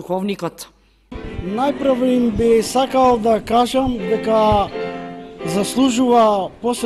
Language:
Macedonian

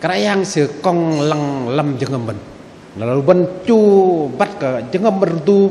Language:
Bahnar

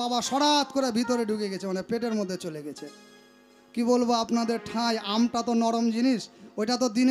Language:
Bangla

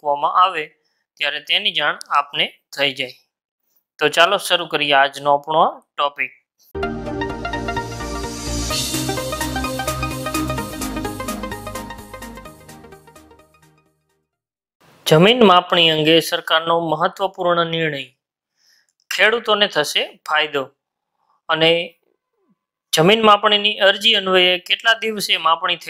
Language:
Gujarati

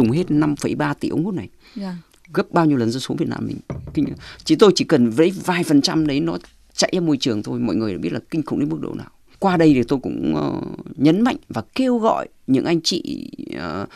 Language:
Vietnamese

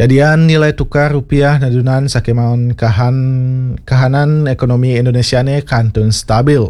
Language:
Balinese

